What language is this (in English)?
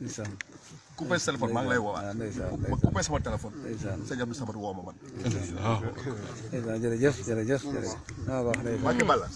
Wolof